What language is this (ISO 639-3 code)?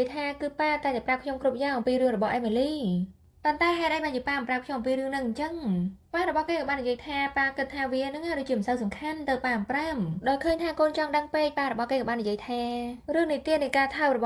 khm